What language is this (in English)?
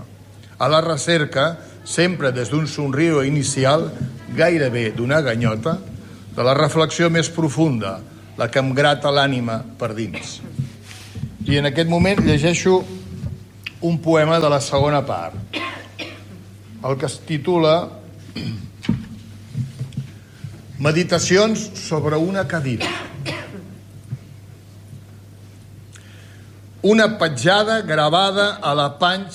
Catalan